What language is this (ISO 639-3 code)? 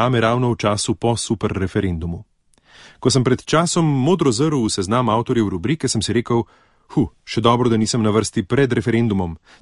slv